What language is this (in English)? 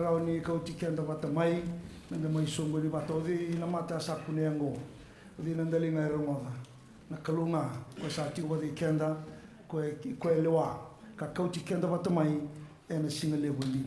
Fijian